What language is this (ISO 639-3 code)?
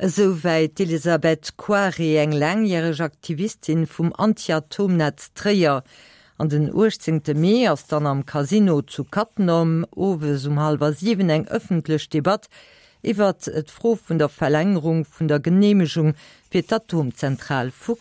ltz